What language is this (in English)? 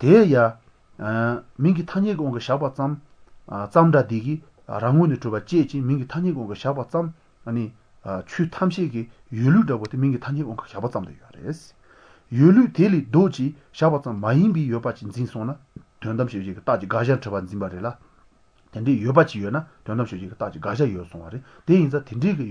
Latvian